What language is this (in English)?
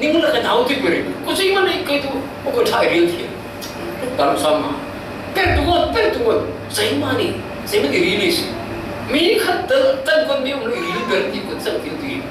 Falam Chin